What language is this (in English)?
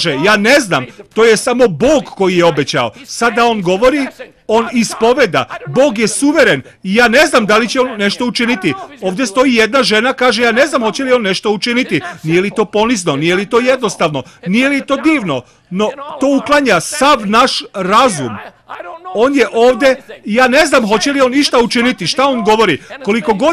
Serbian